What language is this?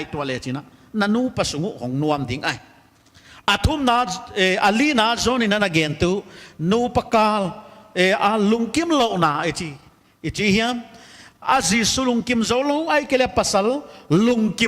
Paite Chin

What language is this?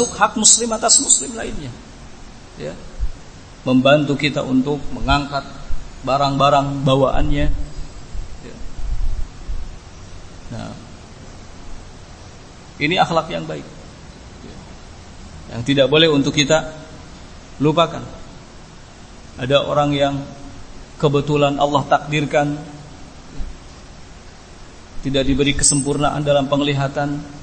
Indonesian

